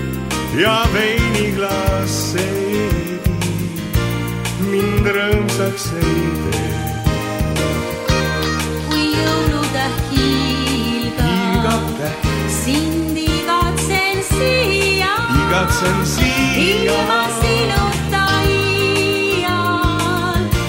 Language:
Estonian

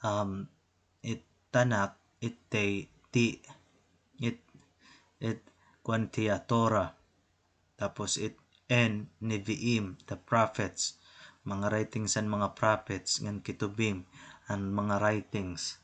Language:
Waray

